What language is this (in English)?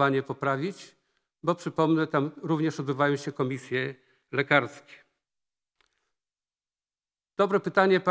Polish